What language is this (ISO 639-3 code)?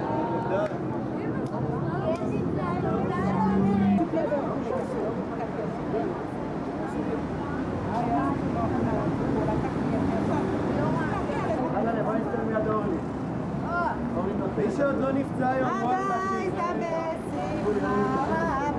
heb